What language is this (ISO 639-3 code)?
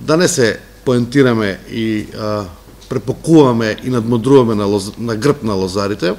mkd